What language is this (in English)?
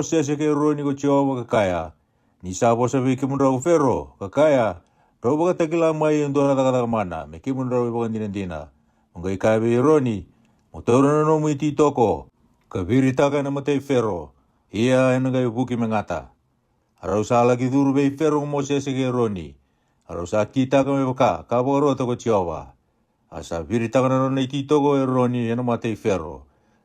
Fijian